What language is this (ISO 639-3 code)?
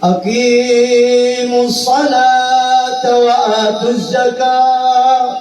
mrw